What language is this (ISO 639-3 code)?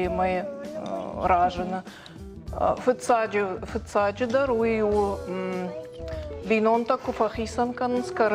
oss